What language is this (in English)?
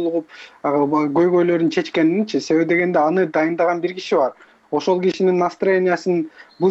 Kyrgyz